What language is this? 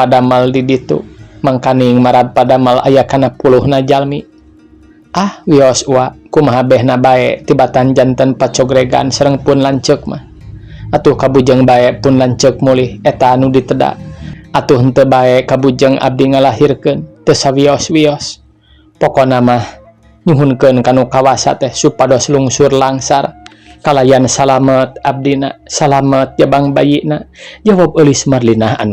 Sundanese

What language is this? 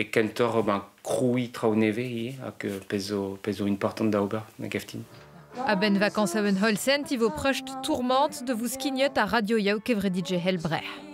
Breton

